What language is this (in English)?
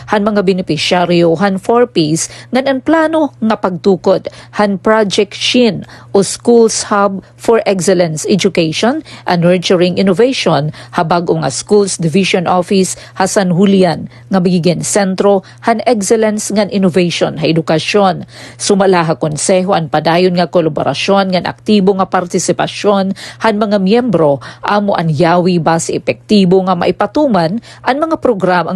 Waray